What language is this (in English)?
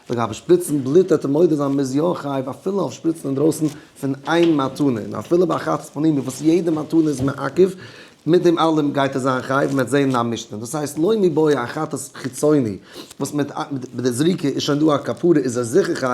Yiddish